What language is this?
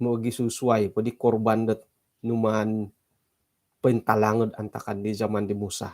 Central Dusun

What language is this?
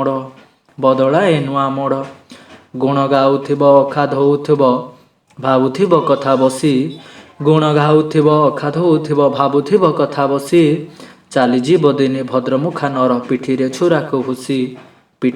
Odia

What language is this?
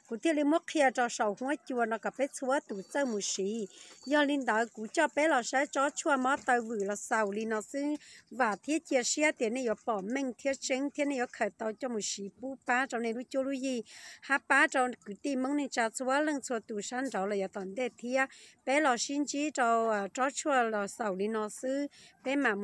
Hmong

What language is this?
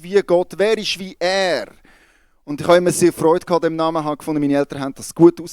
Swiss German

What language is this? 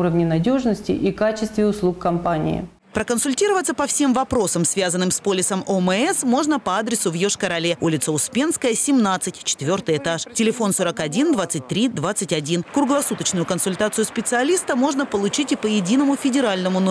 Russian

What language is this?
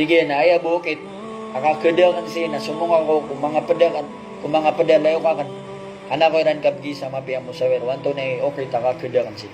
Maranao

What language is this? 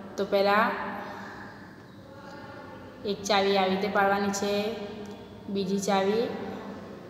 Gujarati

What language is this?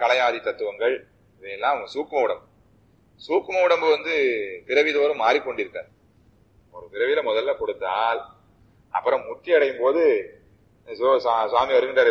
Tamil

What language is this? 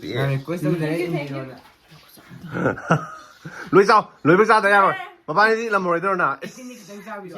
Manipuri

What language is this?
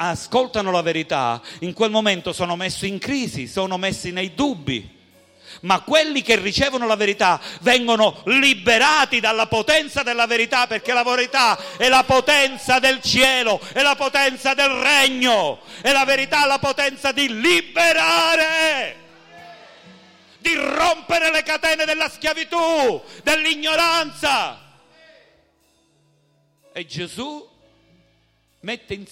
Italian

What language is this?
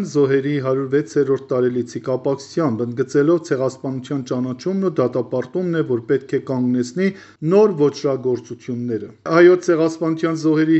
Armenian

